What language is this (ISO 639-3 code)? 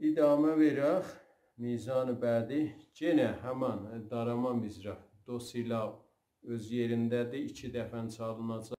azb